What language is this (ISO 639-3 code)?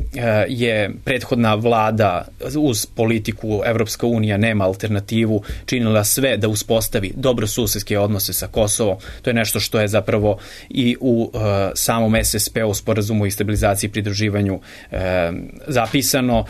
srp